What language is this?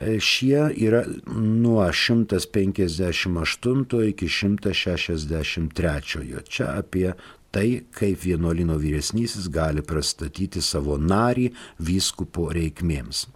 Lithuanian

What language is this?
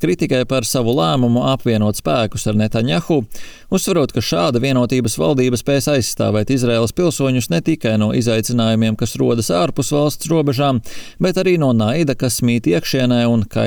Latvian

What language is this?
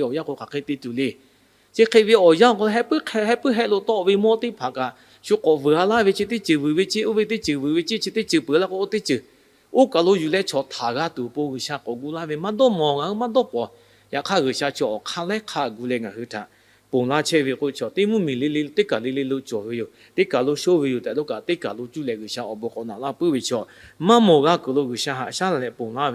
Lahu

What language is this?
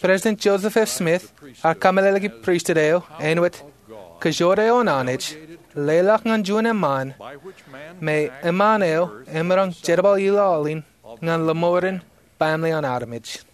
Marshallese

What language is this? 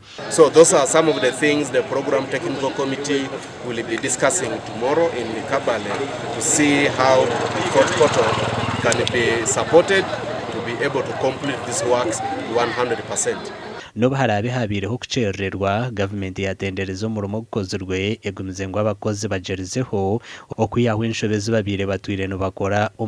Nyankole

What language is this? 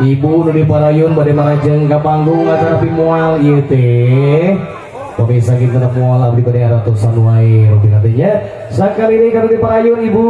Sundanese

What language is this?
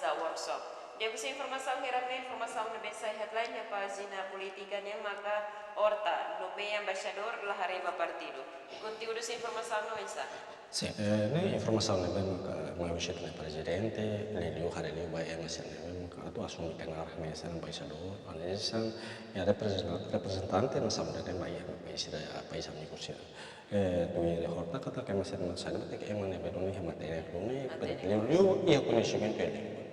Tetum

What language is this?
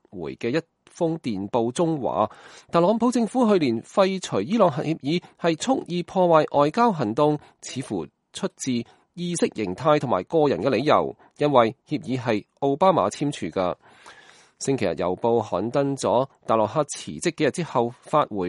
Cantonese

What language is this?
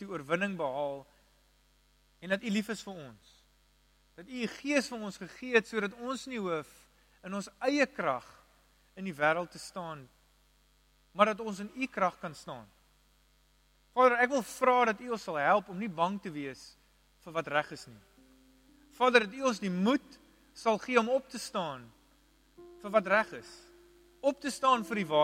Afrikaans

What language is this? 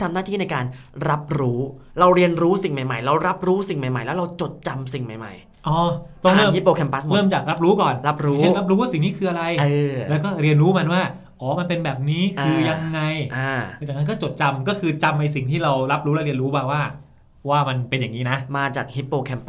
Thai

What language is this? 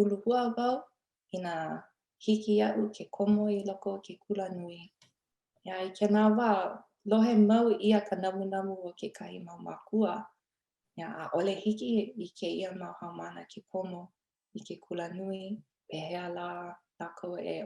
Hawaiian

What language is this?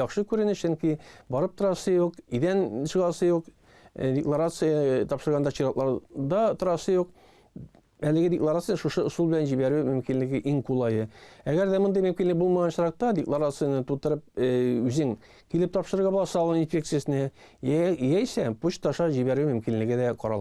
Tatar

